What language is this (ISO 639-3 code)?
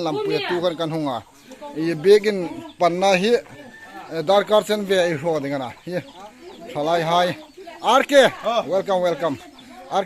hmr